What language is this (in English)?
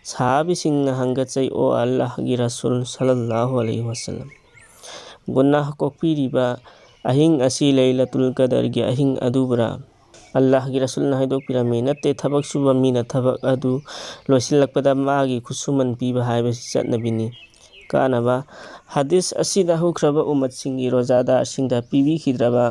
Manipuri